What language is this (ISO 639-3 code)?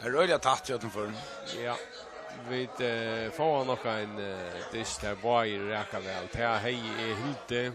fao